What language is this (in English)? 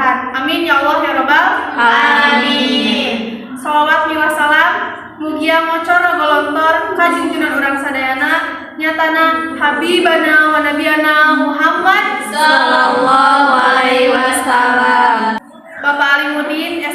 Sundanese